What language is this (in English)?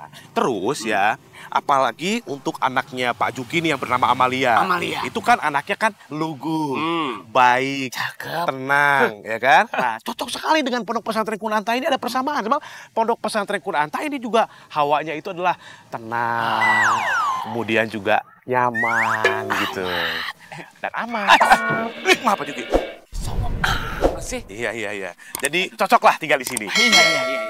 Betawi